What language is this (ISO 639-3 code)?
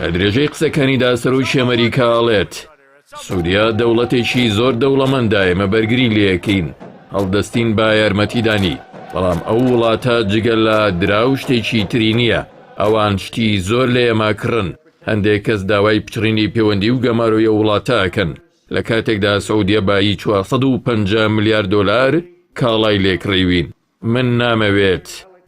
ckb